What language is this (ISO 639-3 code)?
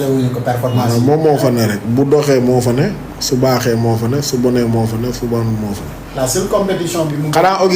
wol